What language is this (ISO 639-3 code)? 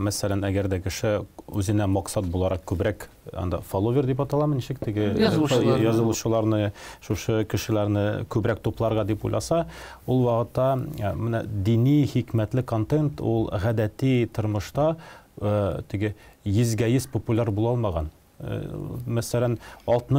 tat